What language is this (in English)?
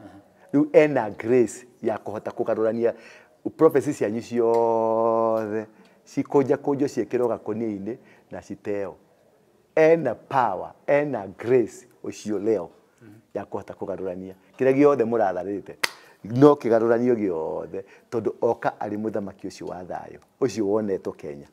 Kikuyu